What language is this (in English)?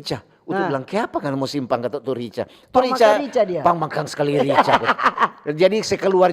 Manado Malay